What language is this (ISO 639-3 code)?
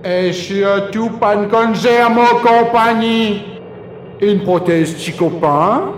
mfe